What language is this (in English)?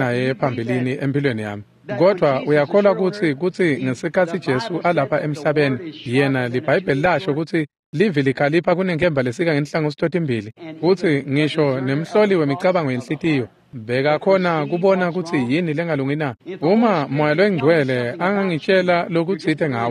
Swati